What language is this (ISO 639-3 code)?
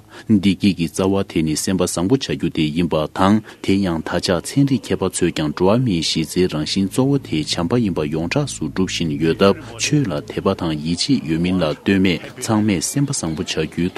bod